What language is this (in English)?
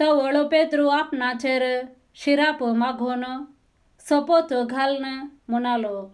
Konkani